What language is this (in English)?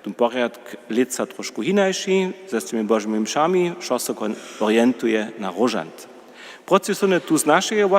Upper Sorbian